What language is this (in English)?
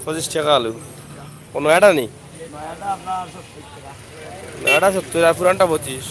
Sylheti